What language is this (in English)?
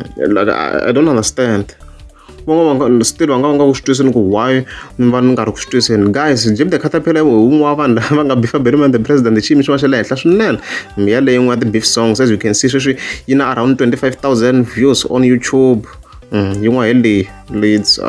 Tsonga